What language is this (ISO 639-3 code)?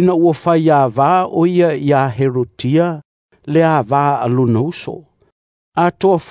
smo